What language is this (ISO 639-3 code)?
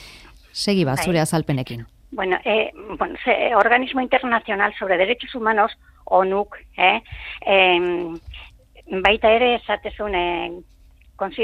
eus